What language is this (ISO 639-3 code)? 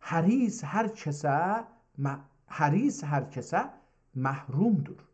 azb